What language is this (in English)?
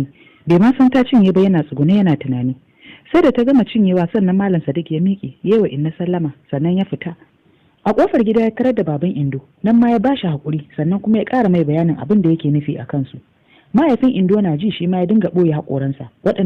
Hausa